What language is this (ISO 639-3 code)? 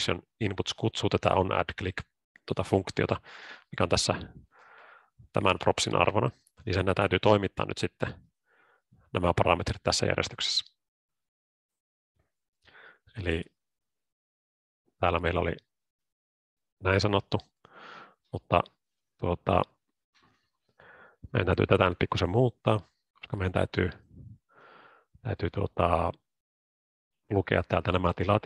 fin